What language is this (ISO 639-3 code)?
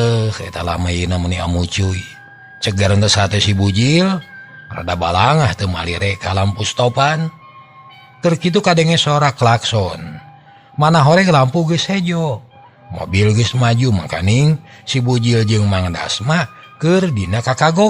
sun